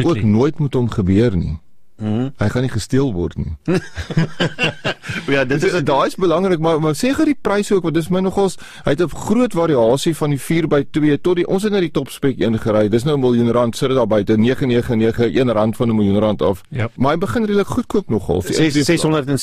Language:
Afrikaans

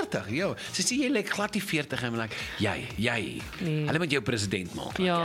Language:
Afrikaans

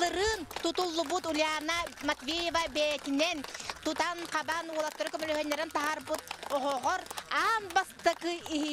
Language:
Yakut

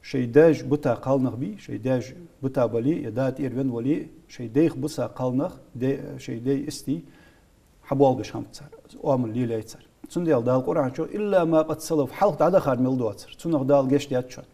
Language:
Ingush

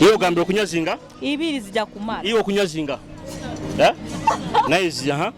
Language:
Nyoro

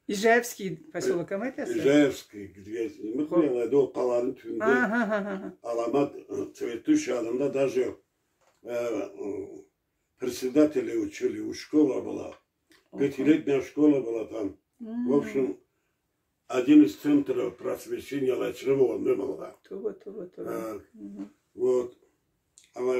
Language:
Karachay-Balkar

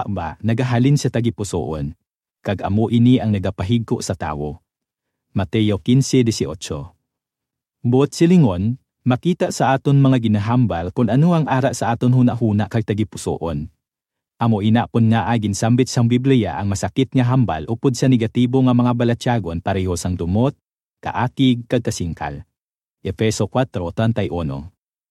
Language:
Hiligaynon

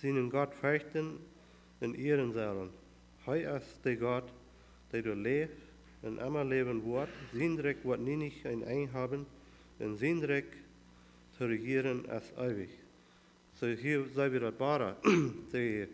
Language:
Plautdietsch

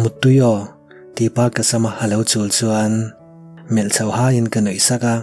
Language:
Mizo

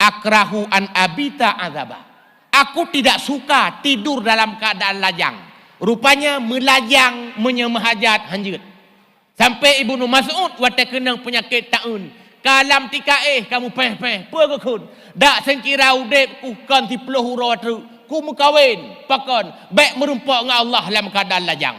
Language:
Achinese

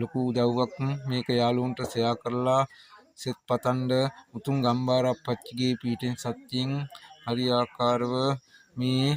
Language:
Sinhala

